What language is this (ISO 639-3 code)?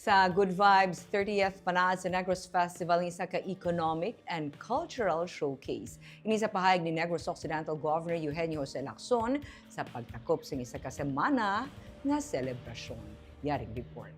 hil